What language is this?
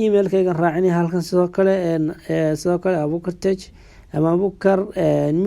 Somali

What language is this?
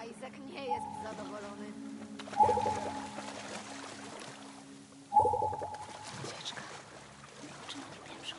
Polish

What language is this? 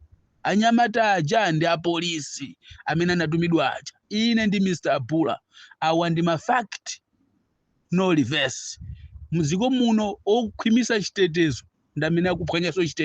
Nyanja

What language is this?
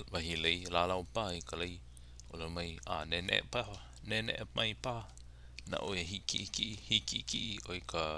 Hawaiian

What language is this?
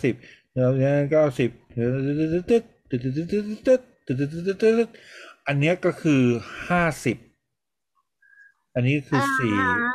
Thai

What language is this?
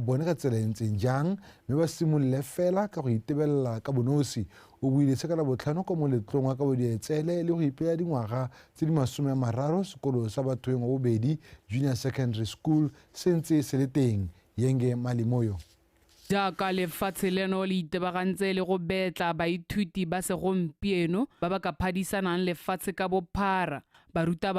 Tswana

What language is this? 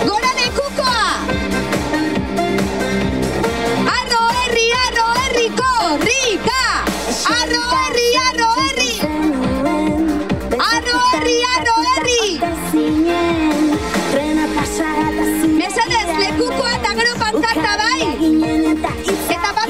Basque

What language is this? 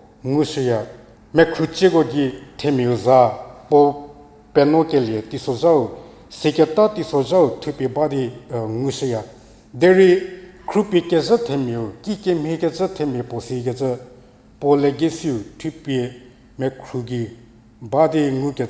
Angami Naga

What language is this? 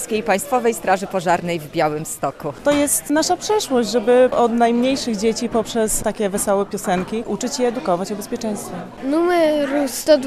Polish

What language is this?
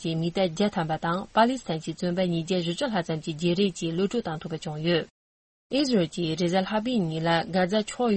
Tibetan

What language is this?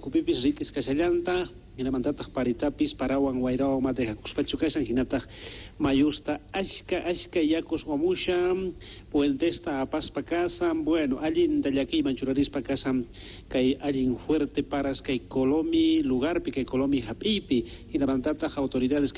South Bolivian Quechua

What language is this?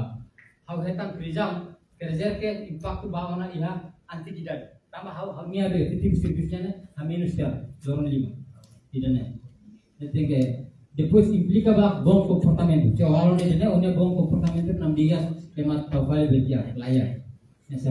Tetum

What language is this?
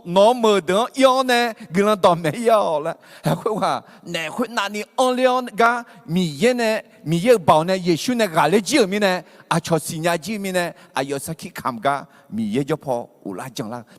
Akha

